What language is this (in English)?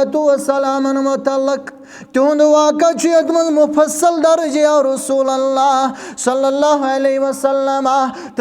Kashmiri